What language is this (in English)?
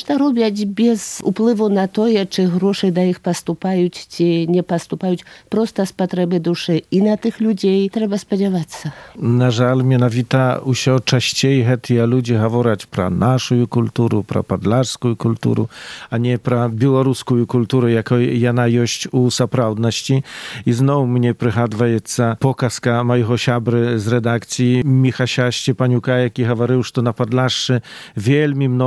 Belarusian